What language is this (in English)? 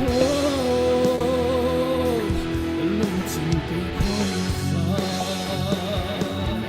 Falam Chin